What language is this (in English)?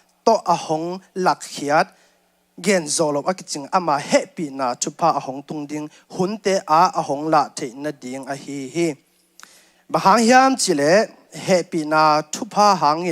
Tedim Chin